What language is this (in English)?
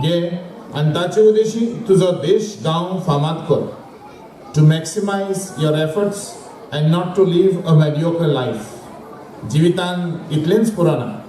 Konkani